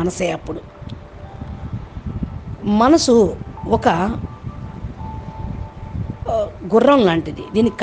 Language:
Telugu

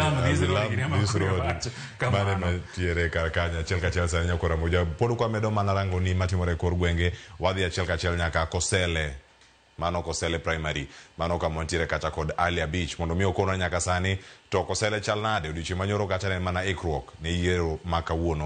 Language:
Luo (Kenya and Tanzania)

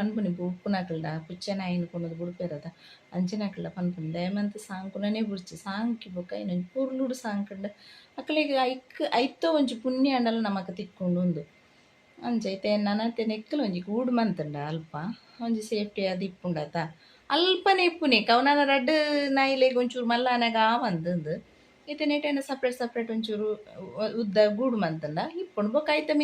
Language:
Tulu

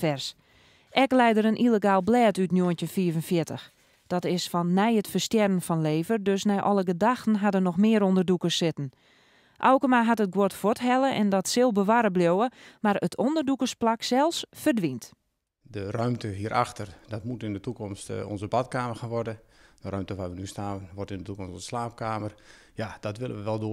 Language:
Western Frisian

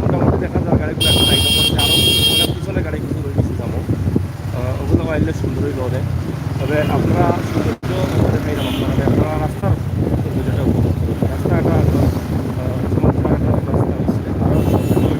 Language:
Sylheti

